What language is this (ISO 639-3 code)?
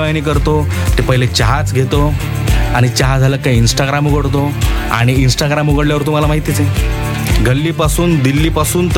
mar